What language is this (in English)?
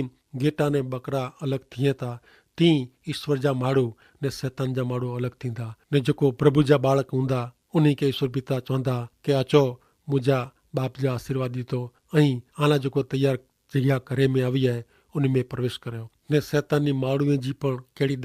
Kachhi